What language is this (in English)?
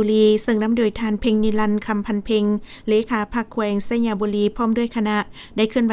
Lao